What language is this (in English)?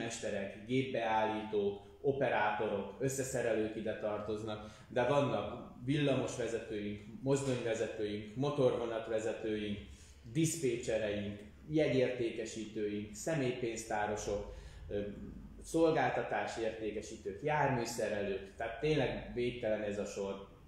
Hungarian